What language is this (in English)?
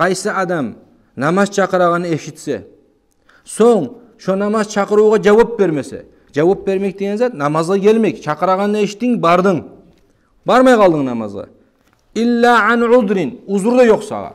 Kumyk